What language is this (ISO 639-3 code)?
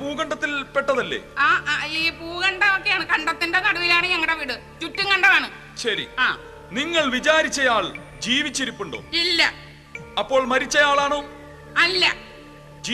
mal